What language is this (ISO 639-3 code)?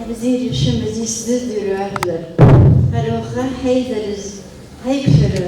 abk